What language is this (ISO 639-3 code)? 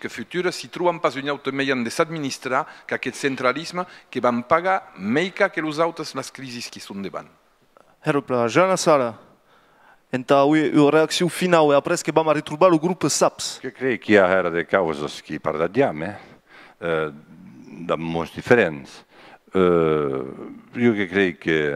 oci